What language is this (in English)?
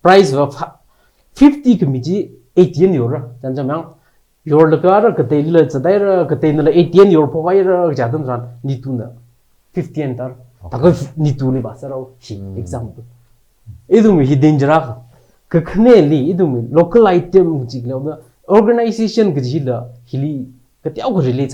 Tangkhul Naga (India)